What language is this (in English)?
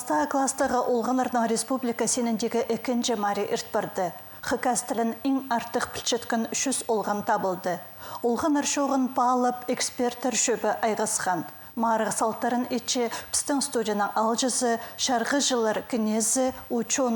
Khakas